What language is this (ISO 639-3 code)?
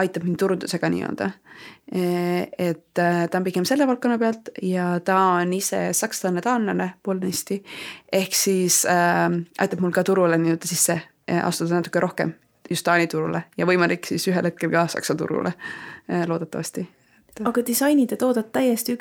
est